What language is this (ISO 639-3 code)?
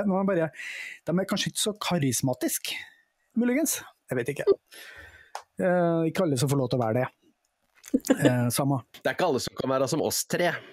nor